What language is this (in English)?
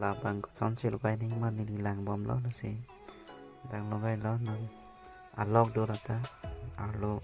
Karbi